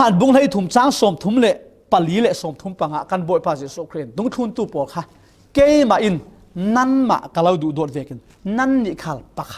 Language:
Falam Chin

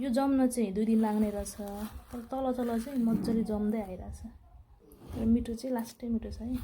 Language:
Nepali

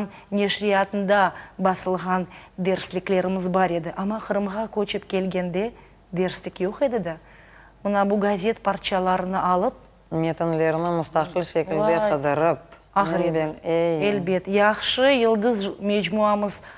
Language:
Crimean Tatar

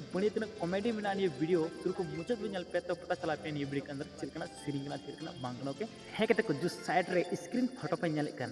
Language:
Santali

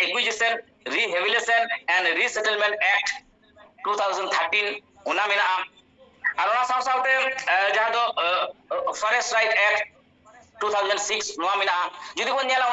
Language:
Santali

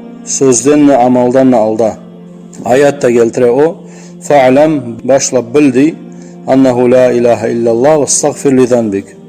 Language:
Kumyk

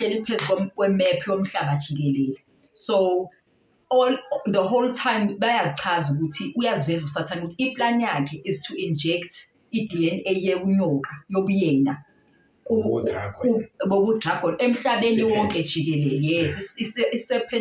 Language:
Zulu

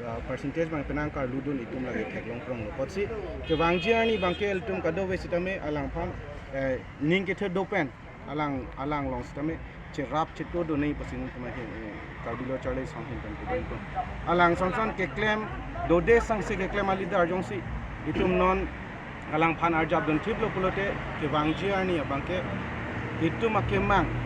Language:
Karbi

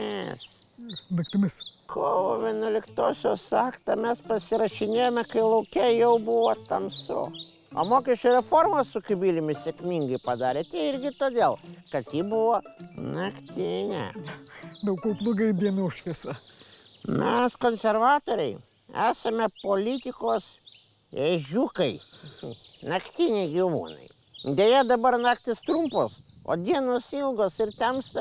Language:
Lithuanian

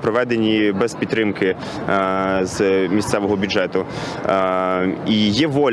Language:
Ukrainian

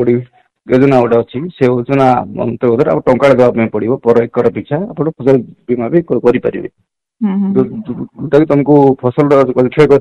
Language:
Odia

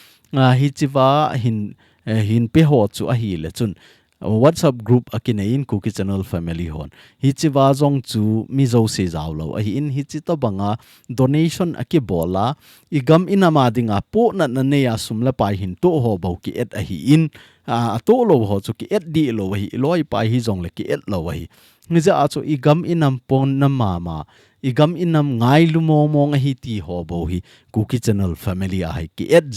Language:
Thado Chin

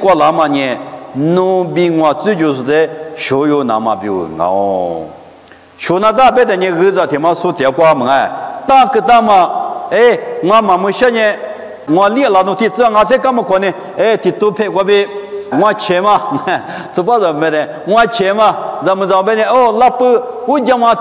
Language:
Lisu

